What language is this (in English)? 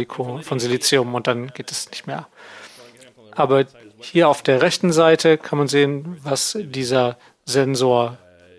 German